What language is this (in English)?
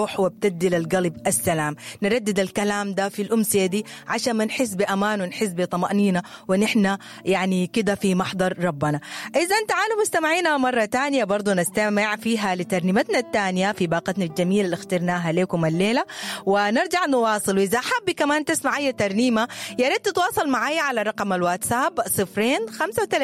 Sudanese Arabic